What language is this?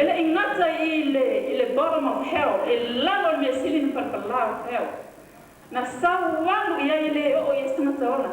Samoan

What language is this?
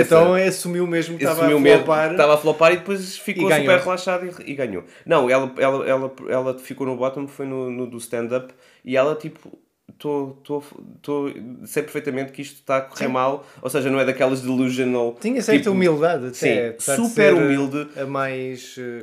Portuguese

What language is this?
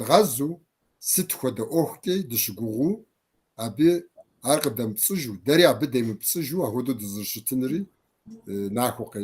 Kabardian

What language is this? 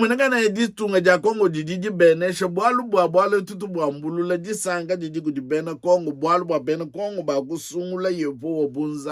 Luba-Lulua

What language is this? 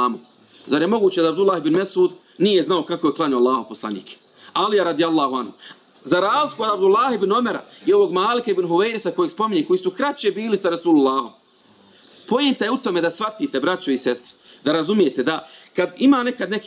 Bosnian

